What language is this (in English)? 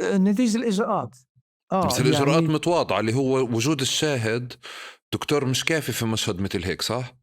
North Levantine Arabic